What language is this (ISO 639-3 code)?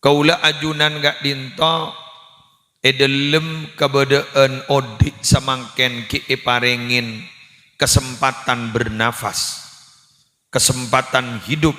mad